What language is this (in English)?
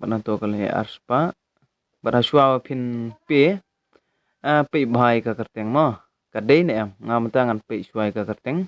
Khasi